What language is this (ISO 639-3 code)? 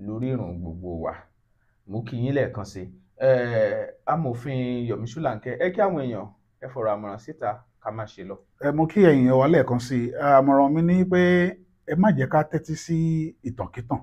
yor